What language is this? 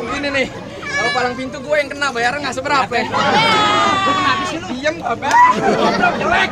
Betawi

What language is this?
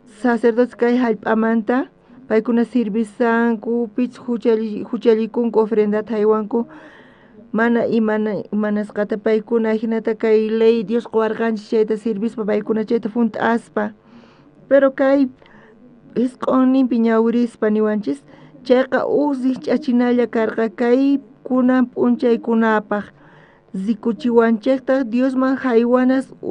South Bolivian Quechua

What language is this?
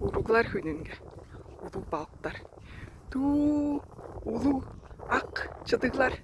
Tuvinian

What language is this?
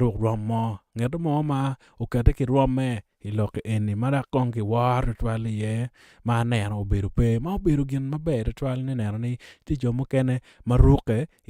Acoli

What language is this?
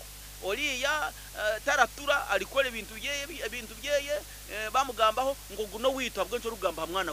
Nyankole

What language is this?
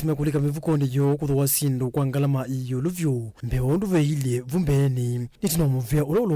Kamba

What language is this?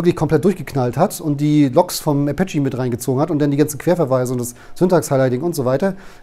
German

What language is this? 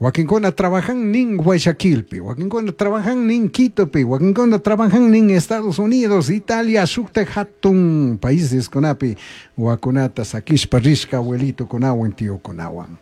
Chimborazo Highland Quichua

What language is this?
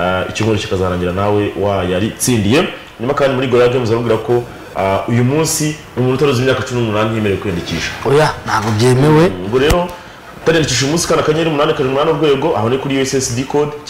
Kinyarwanda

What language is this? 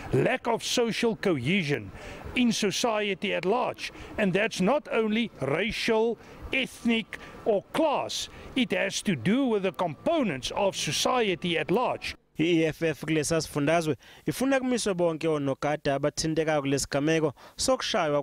Zulu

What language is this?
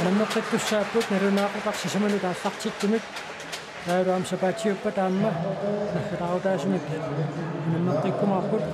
Kalaallisut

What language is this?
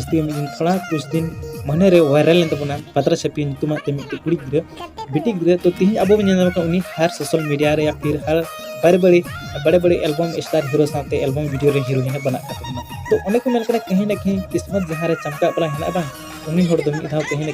Santali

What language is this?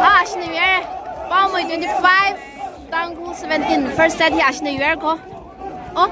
Tangkhul Naga (India)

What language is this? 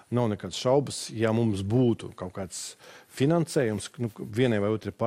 Latvian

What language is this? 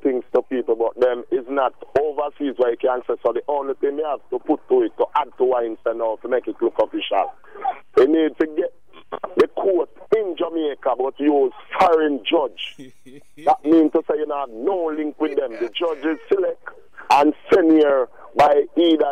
English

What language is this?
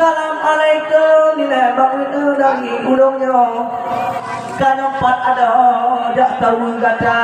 Achinese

